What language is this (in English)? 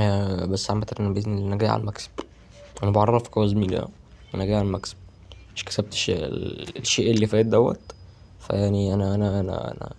Egyptian Arabic